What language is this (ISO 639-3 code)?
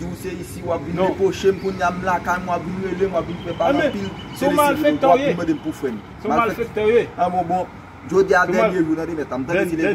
hat